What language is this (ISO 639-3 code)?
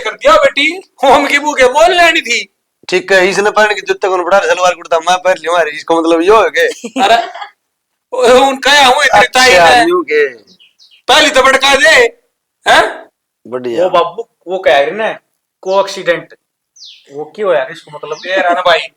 bgc